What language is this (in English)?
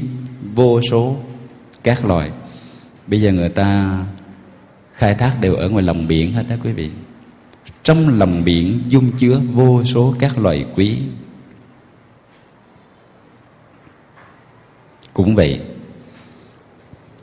Vietnamese